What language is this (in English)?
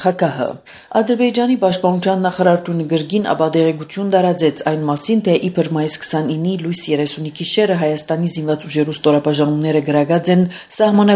Armenian